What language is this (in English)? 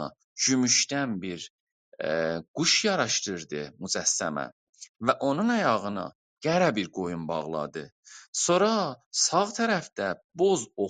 South Azerbaijani